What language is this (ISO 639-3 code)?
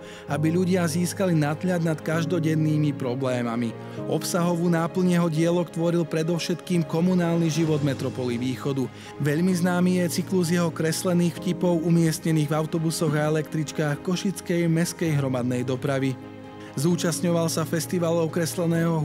slk